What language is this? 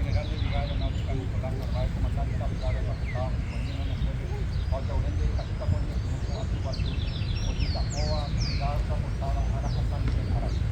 Guarani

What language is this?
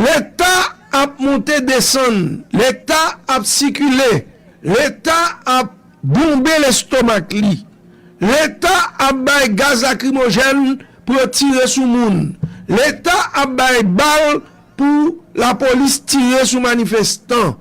Haitian Creole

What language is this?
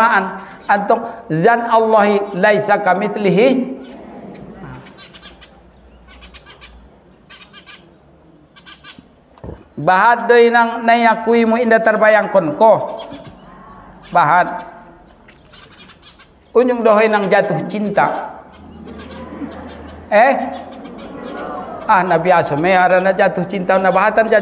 Batak Mandailing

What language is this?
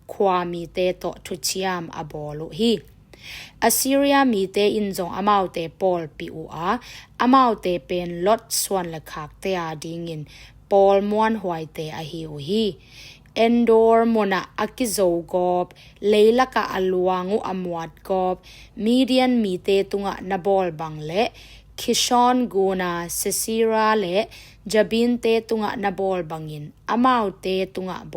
Tedim Chin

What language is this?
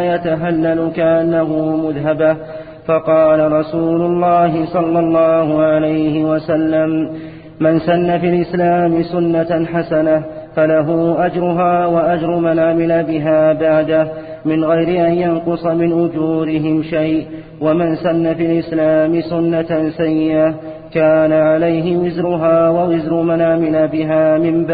Arabic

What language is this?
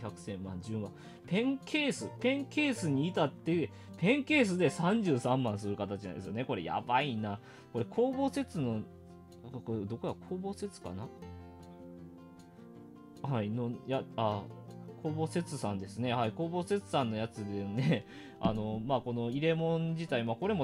Japanese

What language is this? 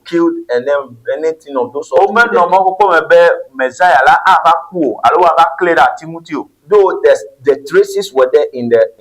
Ewe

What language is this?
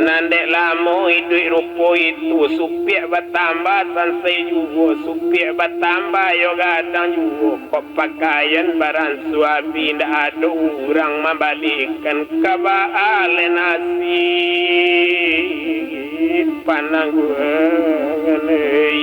Minangkabau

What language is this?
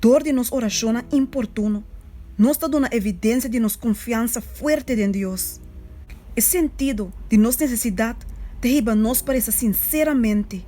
Papiamento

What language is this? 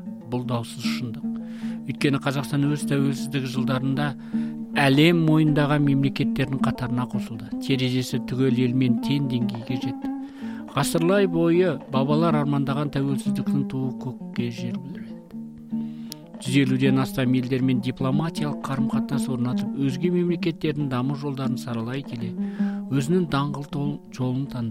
Kazakh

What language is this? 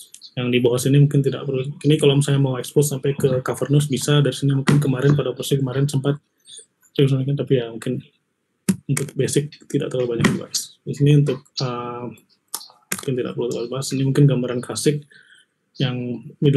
Indonesian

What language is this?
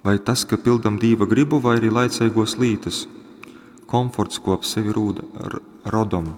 Latgalian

